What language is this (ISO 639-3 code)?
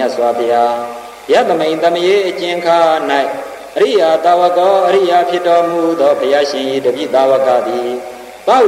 mya